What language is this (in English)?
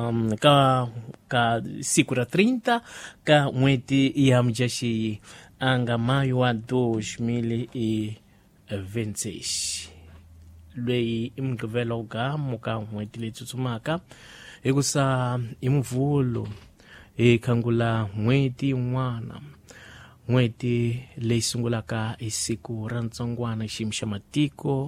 Tsonga